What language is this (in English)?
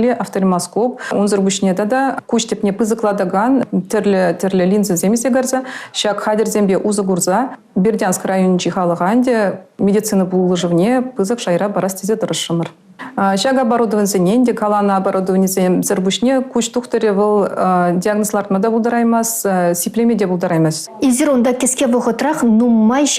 Chuvash